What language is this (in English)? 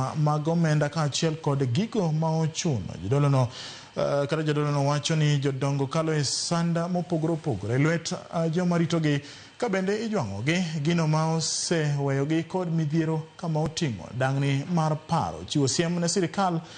Luo (Kenya and Tanzania)